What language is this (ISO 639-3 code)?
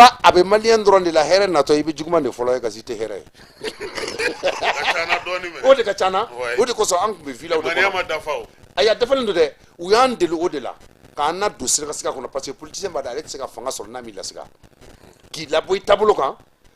bam